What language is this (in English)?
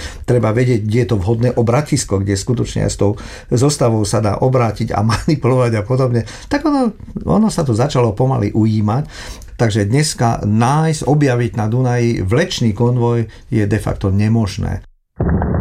Slovak